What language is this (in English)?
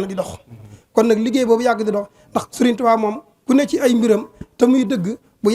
Wolof